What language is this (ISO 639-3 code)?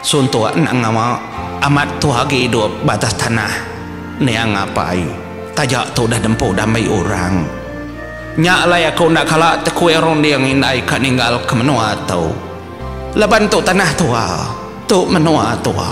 iba